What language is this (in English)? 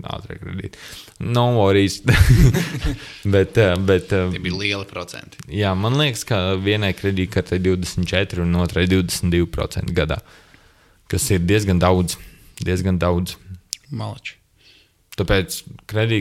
Latvian